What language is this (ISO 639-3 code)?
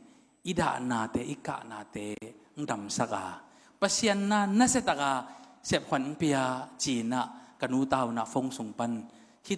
ctd